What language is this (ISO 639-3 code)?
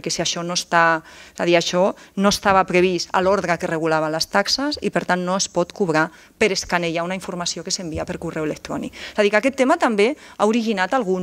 cat